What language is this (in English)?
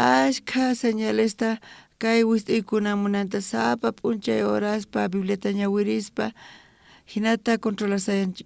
South Bolivian Quechua